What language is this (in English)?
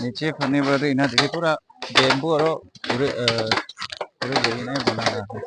Naga Pidgin